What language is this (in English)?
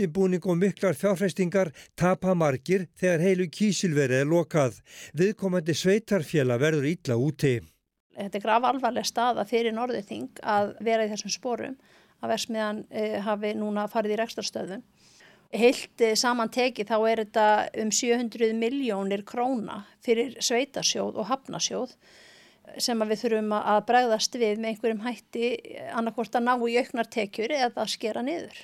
Icelandic